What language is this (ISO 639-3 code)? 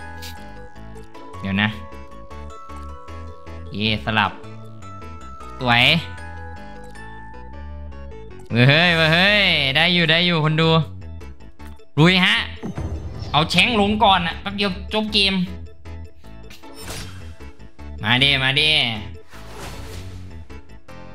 tha